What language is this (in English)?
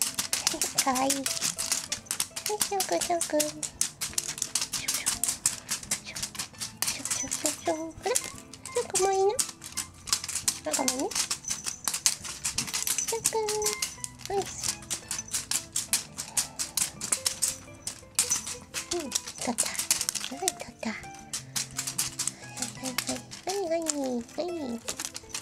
Japanese